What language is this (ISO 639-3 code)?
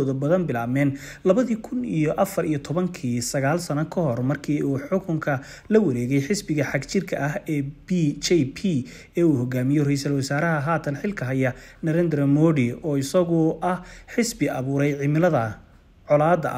som